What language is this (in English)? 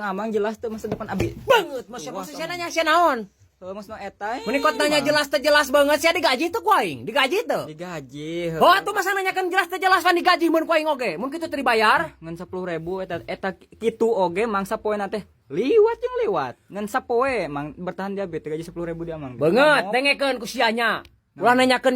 Sundanese